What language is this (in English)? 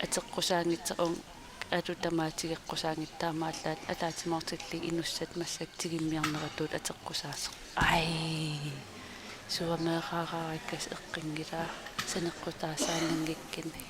Kalaallisut